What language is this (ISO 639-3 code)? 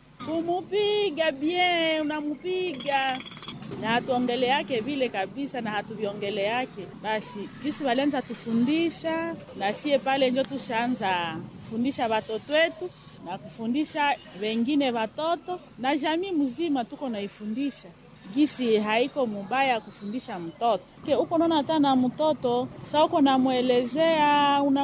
swa